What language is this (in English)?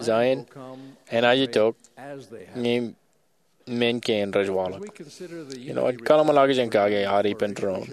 Marshallese